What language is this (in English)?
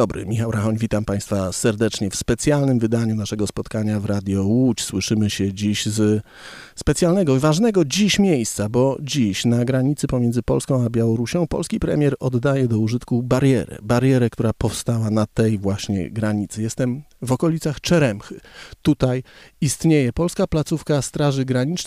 Polish